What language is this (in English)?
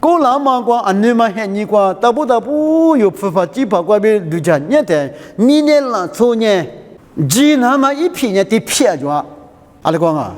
Lisu